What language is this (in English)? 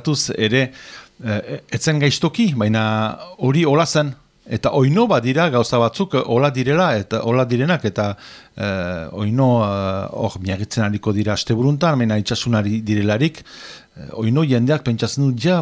Basque